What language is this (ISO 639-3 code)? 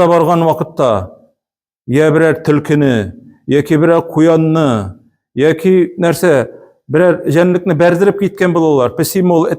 tat